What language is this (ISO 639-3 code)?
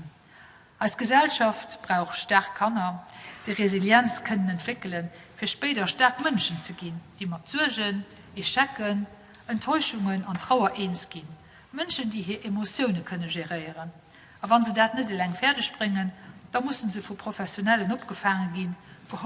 ltz